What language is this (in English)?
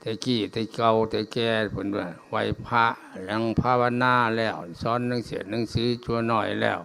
Lao